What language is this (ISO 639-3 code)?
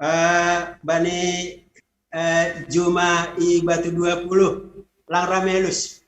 bts